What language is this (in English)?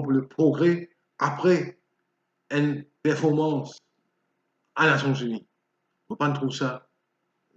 Morisyen